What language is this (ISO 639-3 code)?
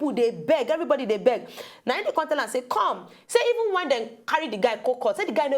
pcm